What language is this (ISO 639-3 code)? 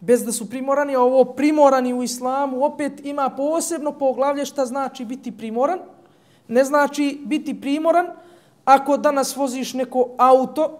bos